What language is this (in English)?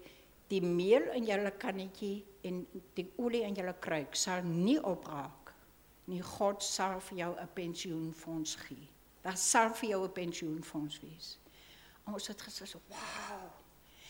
Afrikaans